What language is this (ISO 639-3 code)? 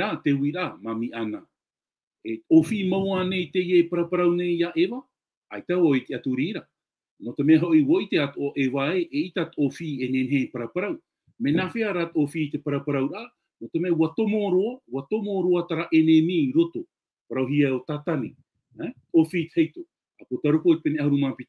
tah